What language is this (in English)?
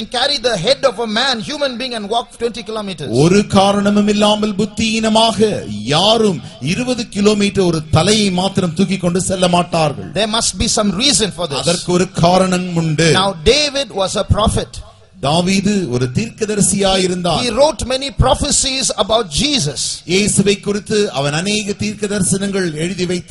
Tamil